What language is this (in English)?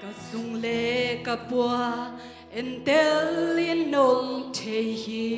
Tedim Chin